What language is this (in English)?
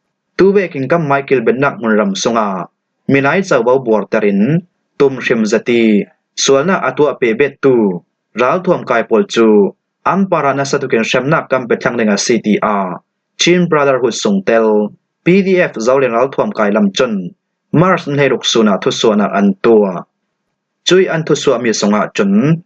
Falam Chin